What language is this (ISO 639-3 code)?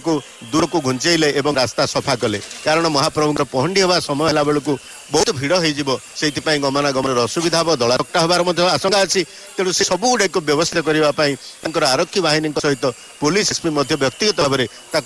ori